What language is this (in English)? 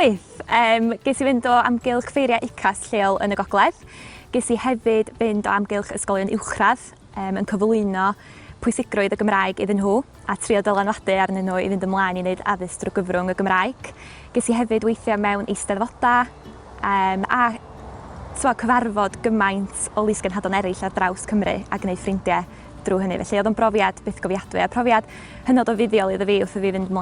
Welsh